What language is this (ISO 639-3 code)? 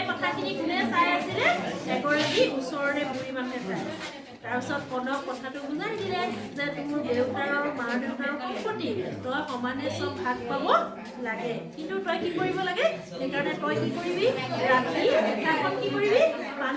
asm